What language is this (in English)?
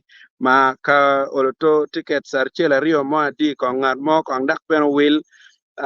Acoli